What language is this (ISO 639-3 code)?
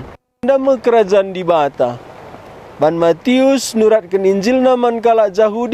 btx